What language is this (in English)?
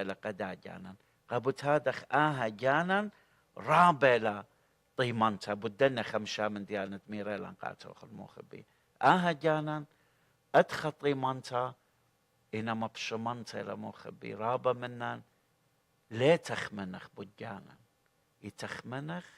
Assyrian Neo-Aramaic